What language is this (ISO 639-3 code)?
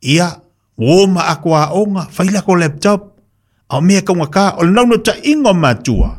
smo